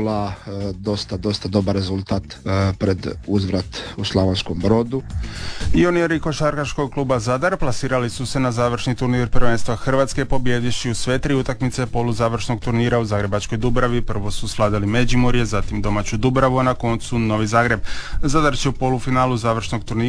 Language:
Croatian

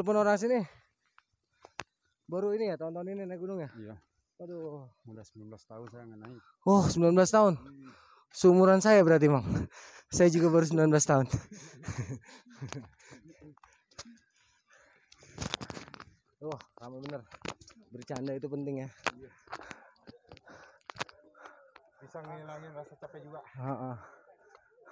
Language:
Indonesian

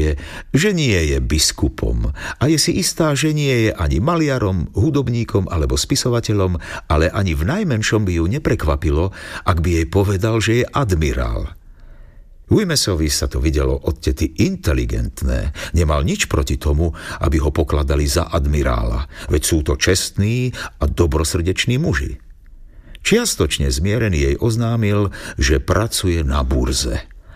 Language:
Slovak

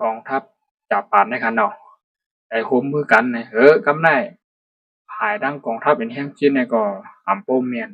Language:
Shan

